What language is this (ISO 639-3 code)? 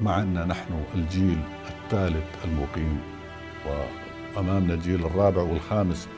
apc